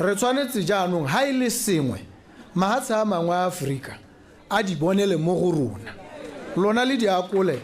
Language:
Tswana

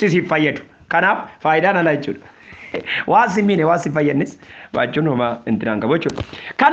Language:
Oromo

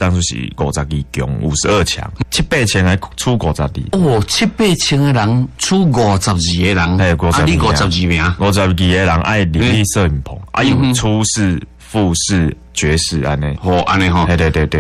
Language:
Min Nan Chinese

